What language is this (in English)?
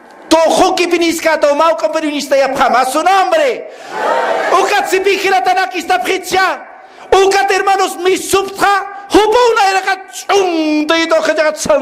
Aymara